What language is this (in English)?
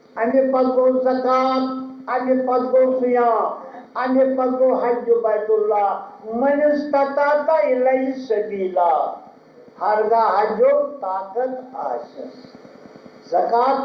Kashmiri